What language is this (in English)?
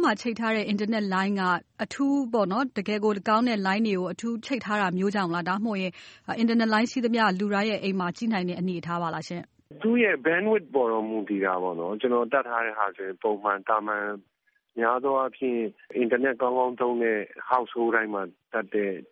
Burmese